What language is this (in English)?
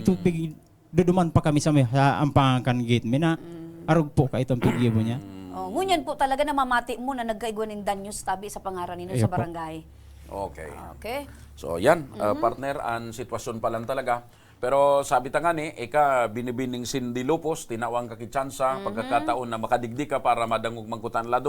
Bikol